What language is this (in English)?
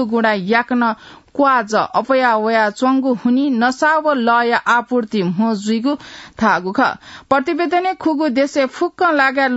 Newari